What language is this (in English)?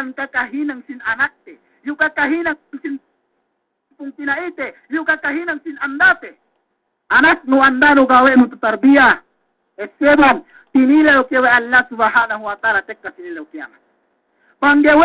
Yakan